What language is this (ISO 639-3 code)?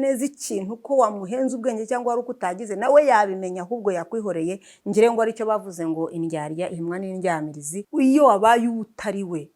kin